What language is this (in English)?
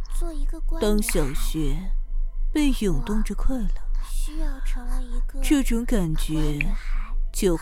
Chinese